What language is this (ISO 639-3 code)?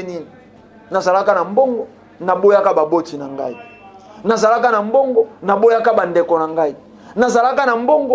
lin